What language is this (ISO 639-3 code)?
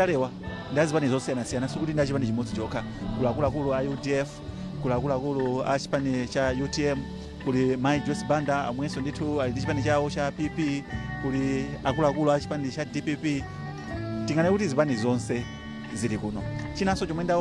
nya